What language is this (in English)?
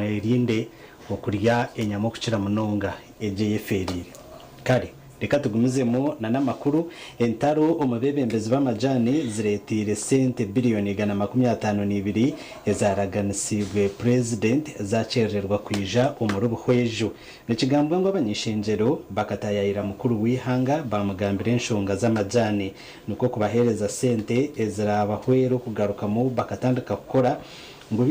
Nyankole